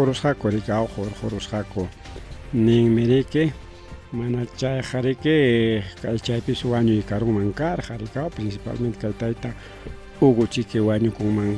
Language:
Ayacucho Quechua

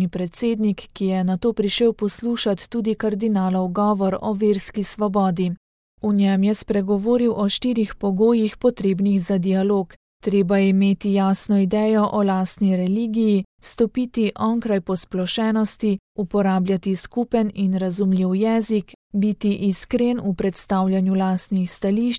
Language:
Slovenian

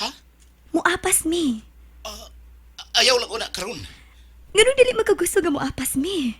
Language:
Cebuano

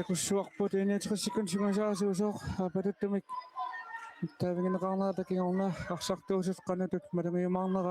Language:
Kalaallisut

